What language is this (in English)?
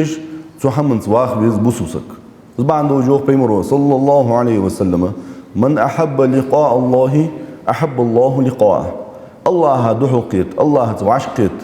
Ingush